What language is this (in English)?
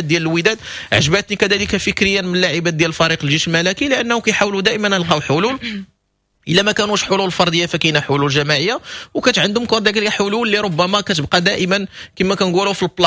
Moroccan Arabic